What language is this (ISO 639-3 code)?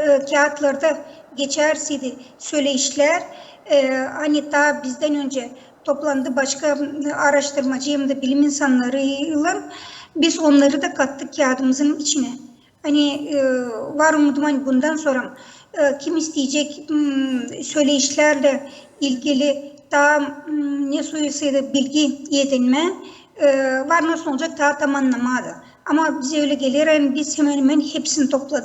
gag